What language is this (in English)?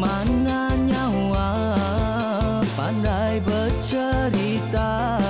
Iban